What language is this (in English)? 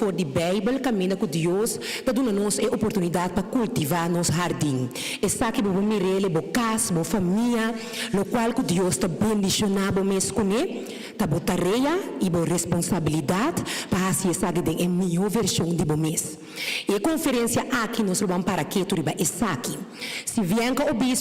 Papiamento